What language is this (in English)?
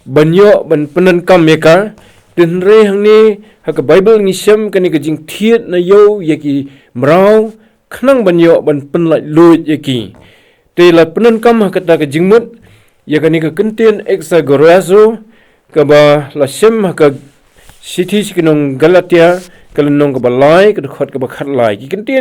Khasi